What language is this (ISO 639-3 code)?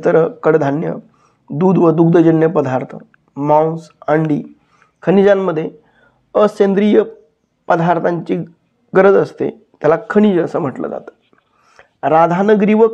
mar